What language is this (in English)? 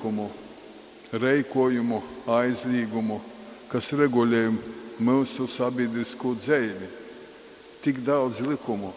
Latgalian